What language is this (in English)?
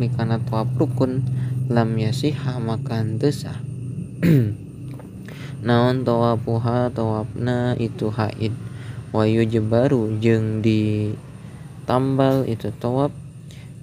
Sundanese